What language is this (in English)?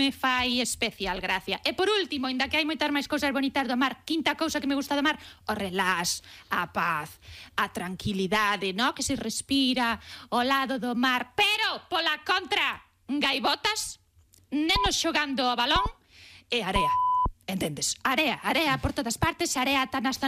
Galician